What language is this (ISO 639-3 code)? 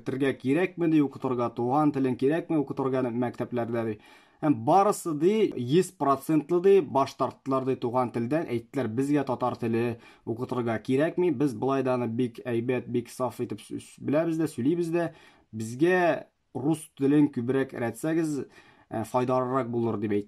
tat